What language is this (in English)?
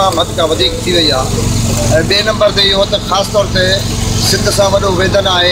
Sindhi